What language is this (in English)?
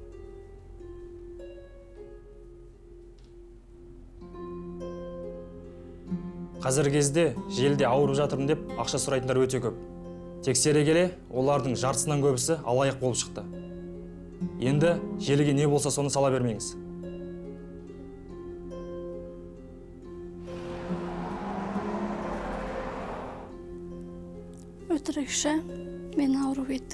Kazakh